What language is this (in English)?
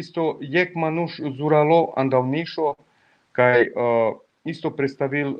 Balkan Romani